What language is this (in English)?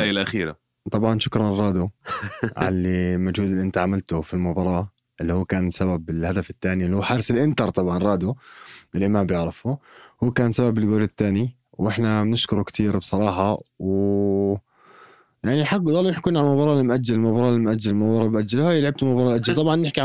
North Levantine Arabic